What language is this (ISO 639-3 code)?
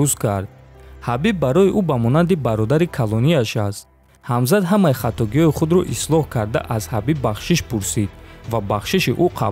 tgk